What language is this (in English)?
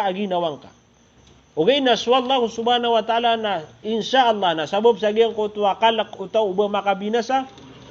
Maranao